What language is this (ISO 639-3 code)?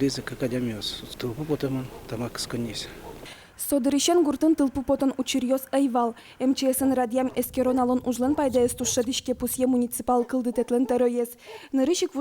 udm